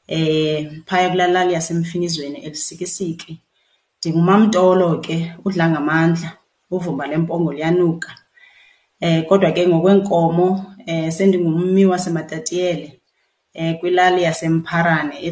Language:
Xhosa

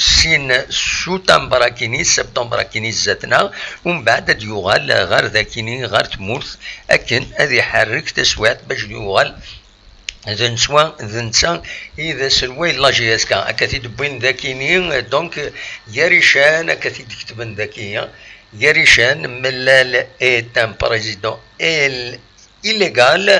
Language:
Kabyle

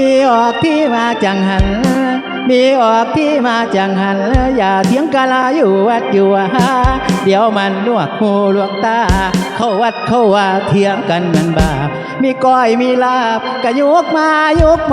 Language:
Northeastern Thai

